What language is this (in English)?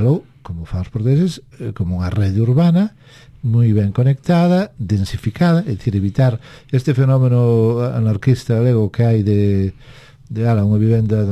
Galician